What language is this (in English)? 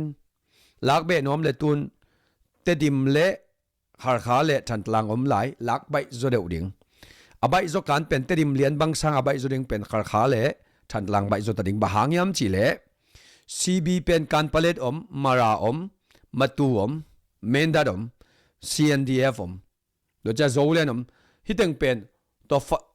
Tedim Chin